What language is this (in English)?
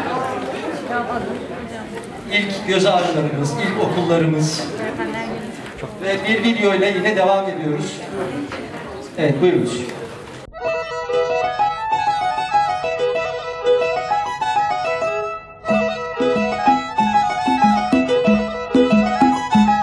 Turkish